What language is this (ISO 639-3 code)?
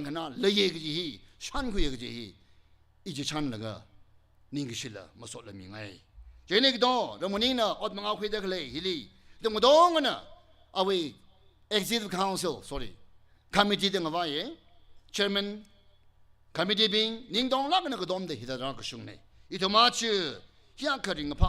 nmf